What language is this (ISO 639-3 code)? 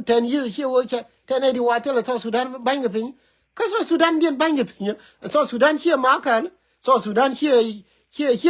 nus